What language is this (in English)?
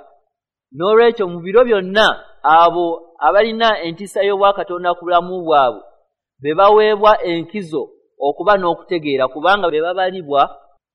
Ganda